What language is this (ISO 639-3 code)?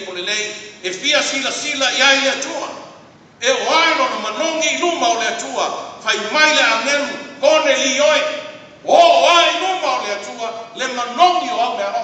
smo